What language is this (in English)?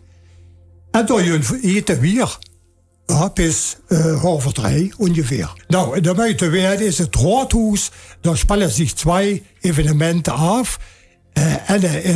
Limburgish